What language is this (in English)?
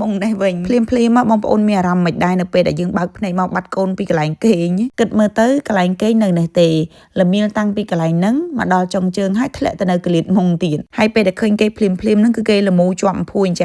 Khmer